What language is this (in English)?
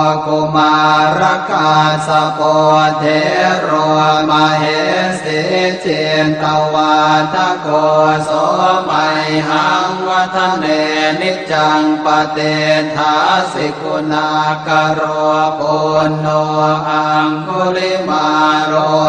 Pali